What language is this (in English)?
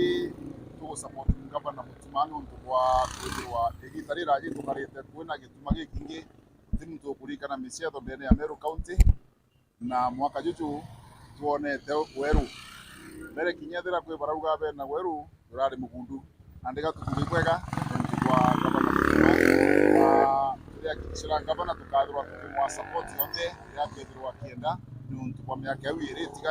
Meru